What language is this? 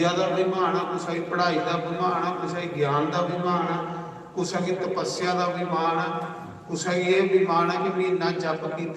Dogri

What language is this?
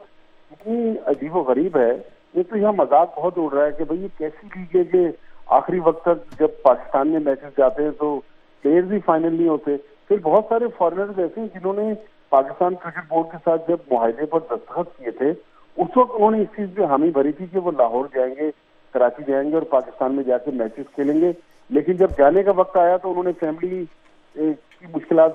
Urdu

